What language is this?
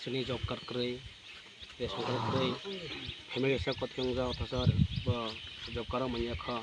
Kok Borok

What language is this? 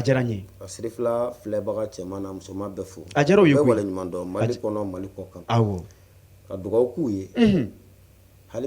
Bambara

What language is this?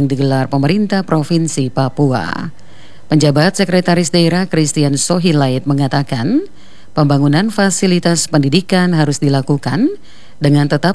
Indonesian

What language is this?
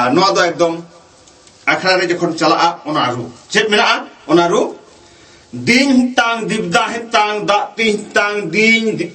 Santali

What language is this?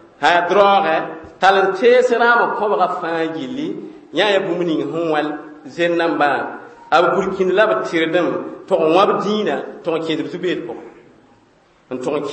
Mossi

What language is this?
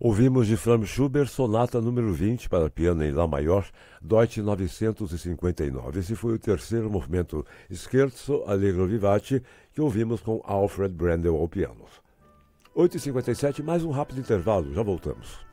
Portuguese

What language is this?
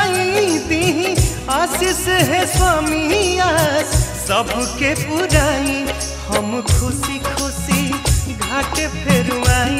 Bhojpuri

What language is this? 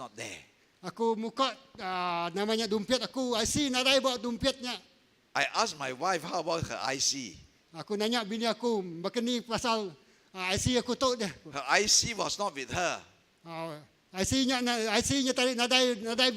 Iban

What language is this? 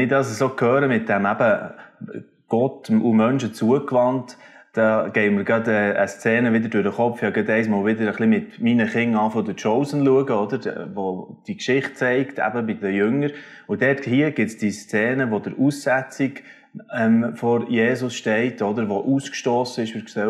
Swiss German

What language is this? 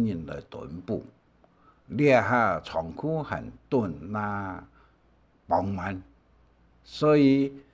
Hakka Chinese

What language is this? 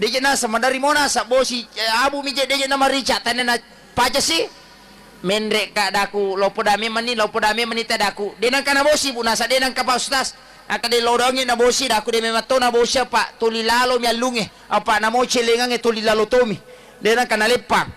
Buginese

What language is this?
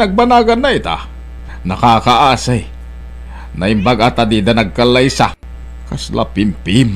Iloko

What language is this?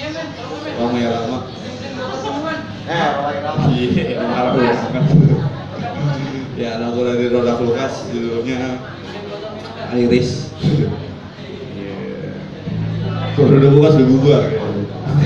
Indonesian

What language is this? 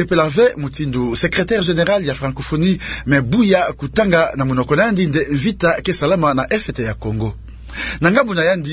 Kituba (Democratic Republic of Congo)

